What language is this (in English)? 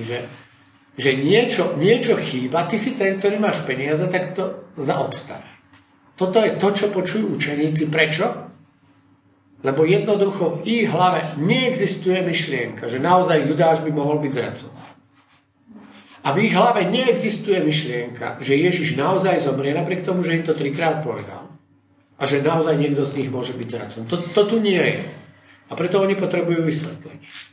Slovak